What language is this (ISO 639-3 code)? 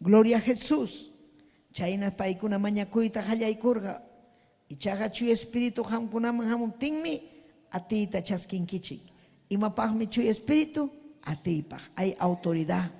quy